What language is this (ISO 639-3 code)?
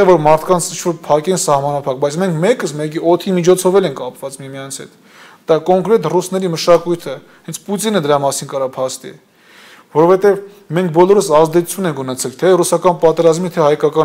hye